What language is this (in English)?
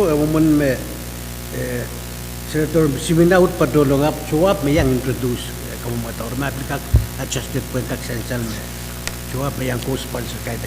Pohnpeian